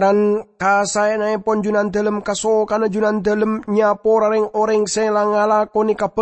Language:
Madurese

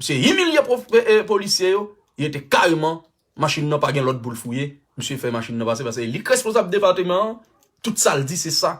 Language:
Haitian Creole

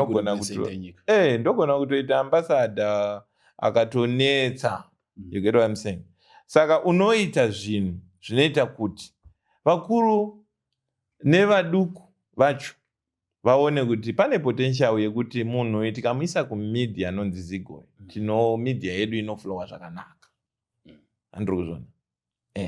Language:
Shona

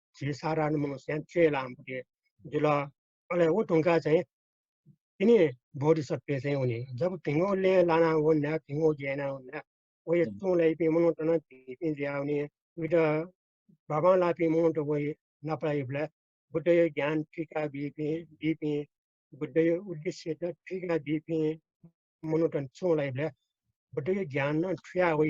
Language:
Newari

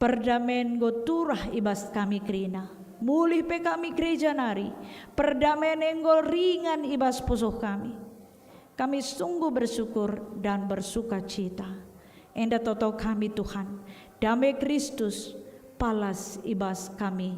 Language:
Batak Karo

